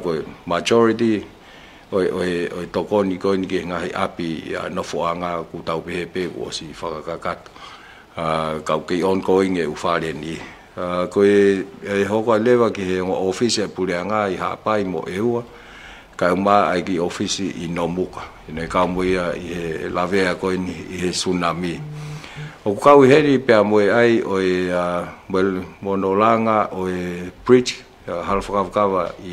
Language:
Tongan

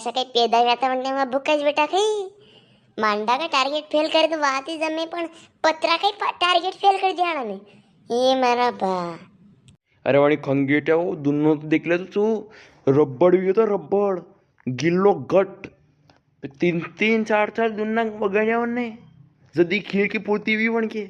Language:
Rajasthani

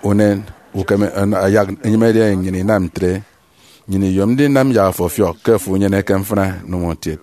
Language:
Efik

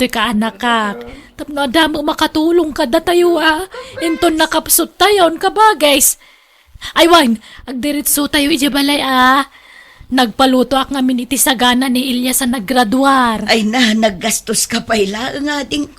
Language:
Iloko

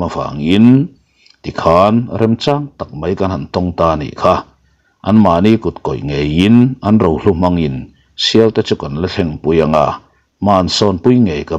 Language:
Mizo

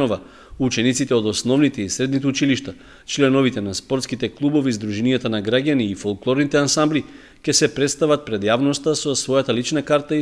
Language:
Macedonian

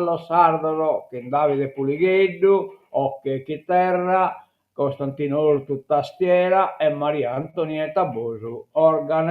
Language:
Sardinian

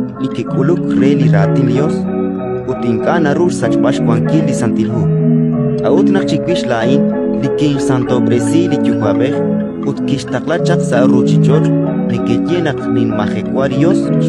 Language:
Kekchí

